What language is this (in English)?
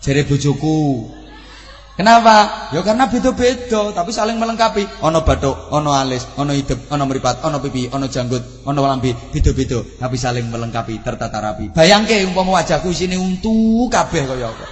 Javanese